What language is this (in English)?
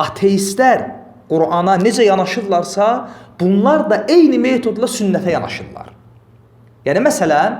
Azerbaijani